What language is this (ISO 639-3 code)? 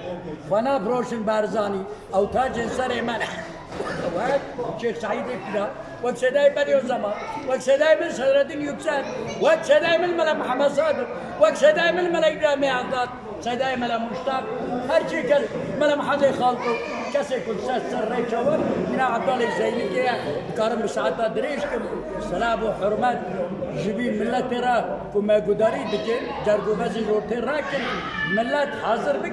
kur